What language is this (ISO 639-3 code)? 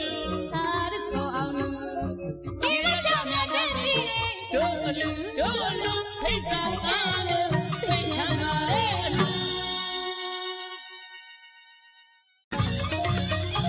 mya